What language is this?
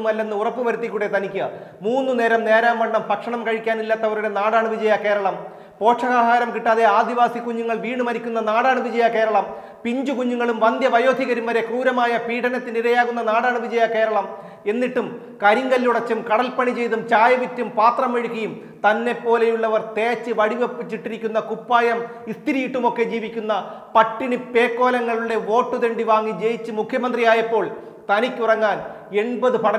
Malayalam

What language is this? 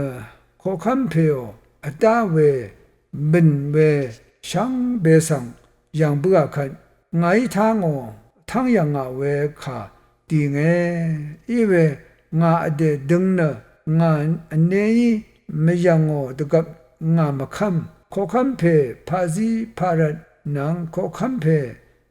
Rawang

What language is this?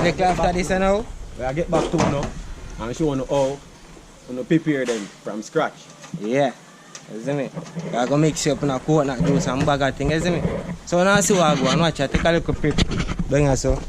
Jamaican Creole English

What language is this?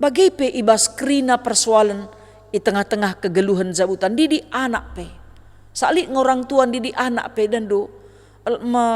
Batak Karo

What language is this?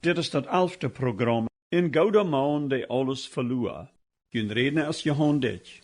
Plautdietsch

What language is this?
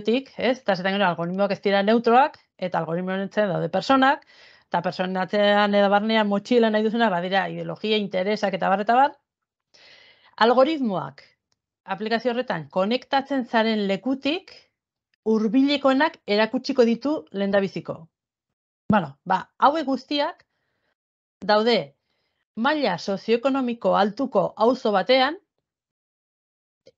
Basque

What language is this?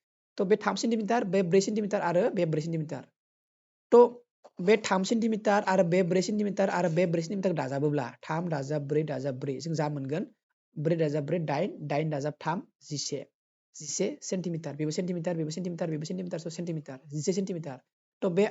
Bodo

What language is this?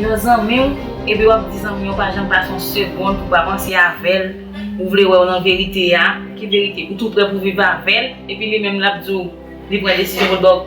Haitian Creole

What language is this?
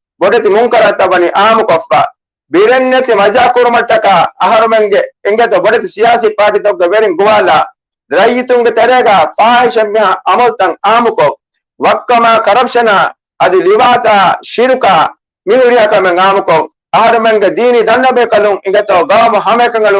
Divehi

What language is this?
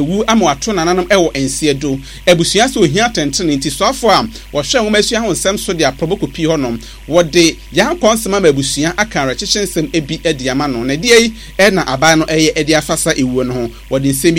Akan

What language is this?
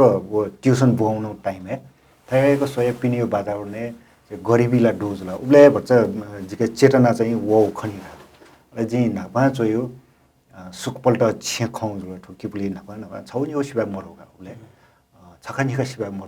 Newari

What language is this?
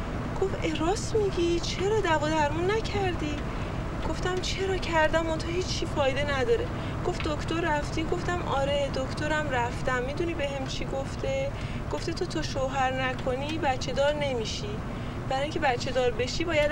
Persian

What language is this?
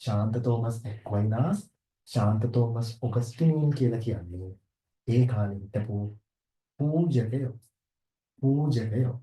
Sinhala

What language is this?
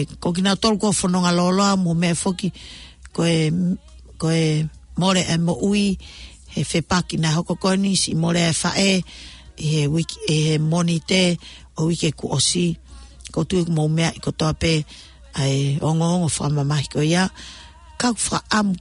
Tongan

